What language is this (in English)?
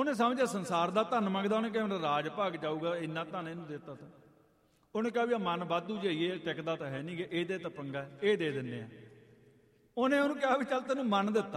Punjabi